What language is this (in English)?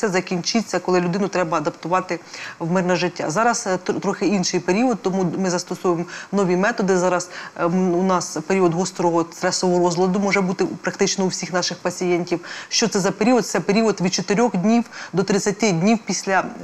Ukrainian